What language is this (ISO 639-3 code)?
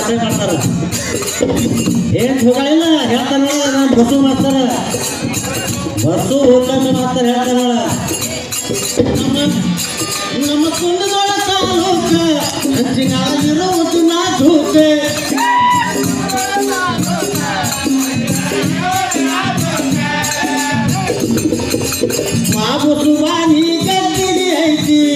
kan